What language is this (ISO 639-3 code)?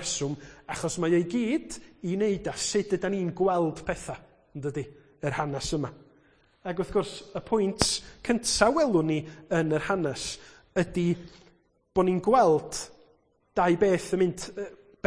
cym